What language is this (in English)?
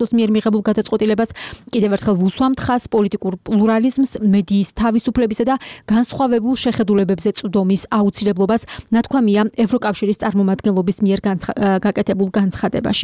Georgian